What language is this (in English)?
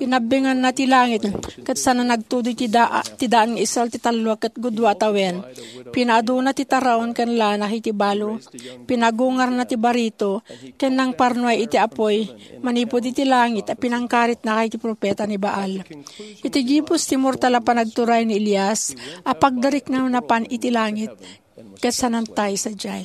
Iloko